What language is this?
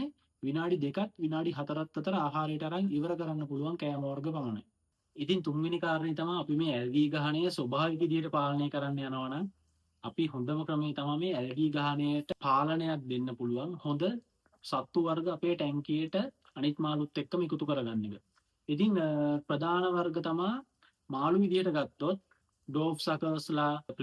Sinhala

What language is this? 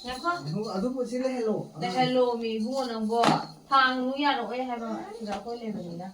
Manipuri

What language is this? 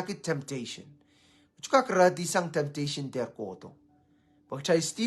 Pohnpeian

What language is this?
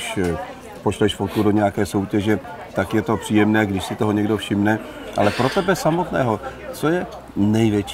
Czech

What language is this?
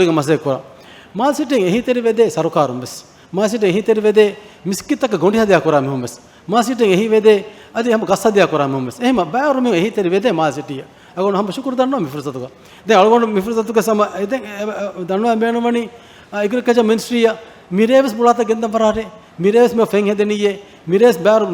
Divehi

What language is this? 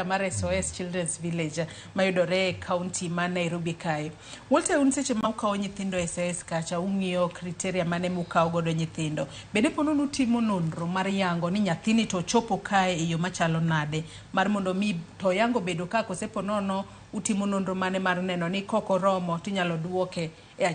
Luo (Kenya and Tanzania)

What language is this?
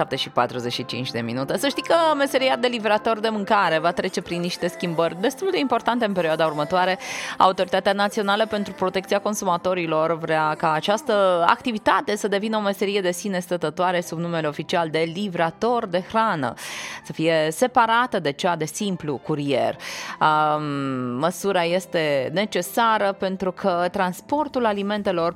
Romanian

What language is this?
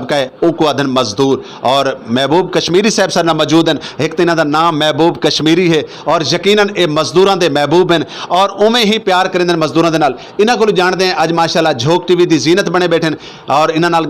Saraiki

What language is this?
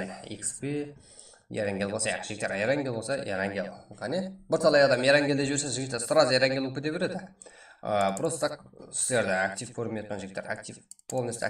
Kara-Kalpak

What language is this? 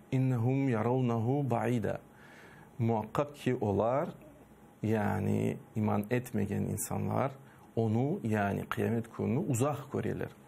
Crimean Tatar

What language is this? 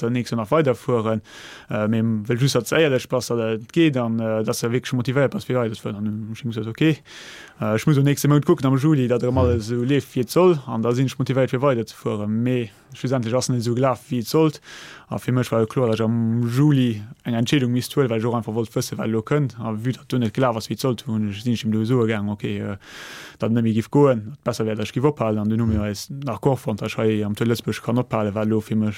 Luxembourgish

